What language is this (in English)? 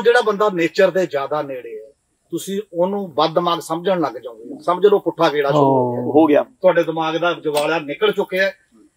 Punjabi